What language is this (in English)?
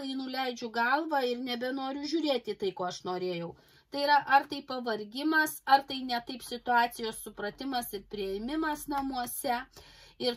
Lithuanian